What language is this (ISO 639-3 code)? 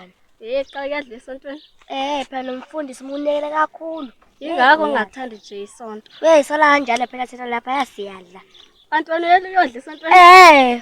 zul